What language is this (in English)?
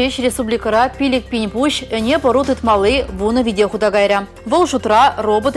Chuvash